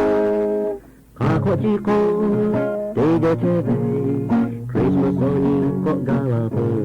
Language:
Lahu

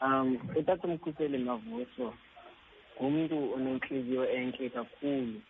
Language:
Xhosa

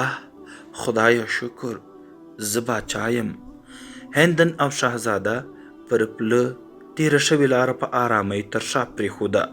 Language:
Pashto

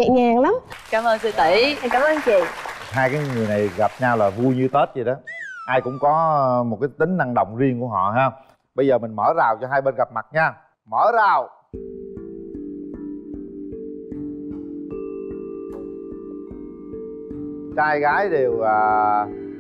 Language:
Vietnamese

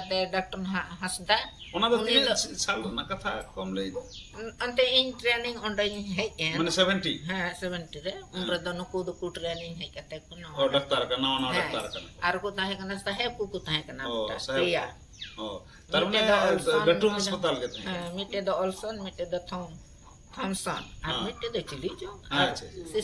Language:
Santali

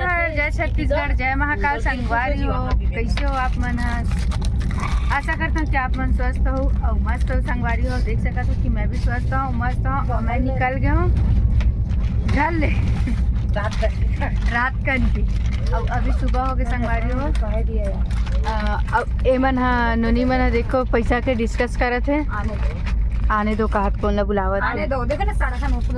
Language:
Chhattisgarhi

